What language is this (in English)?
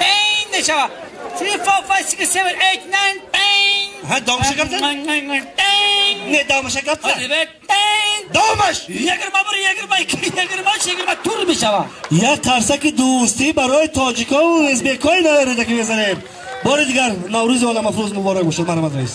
Tajik